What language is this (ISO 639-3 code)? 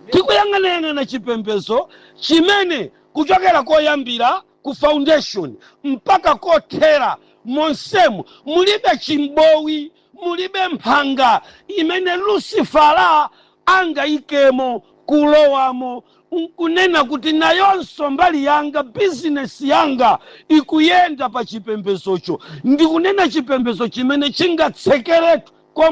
nya